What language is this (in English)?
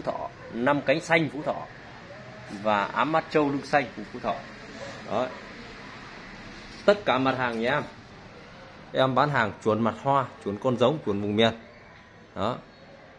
Vietnamese